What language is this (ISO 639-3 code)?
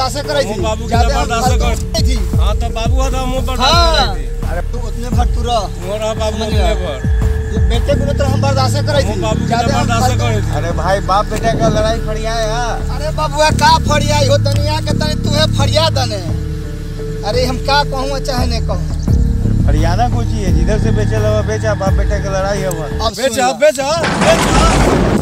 bho